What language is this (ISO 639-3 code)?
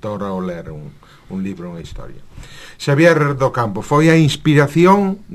glg